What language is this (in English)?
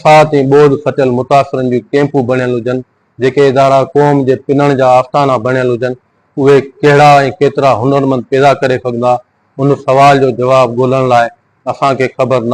Sindhi